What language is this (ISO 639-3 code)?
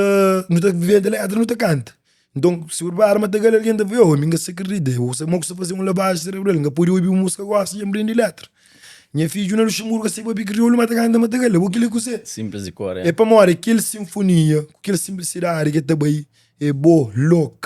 kea